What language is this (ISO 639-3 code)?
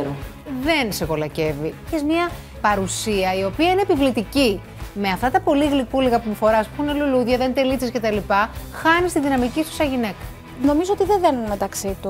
ell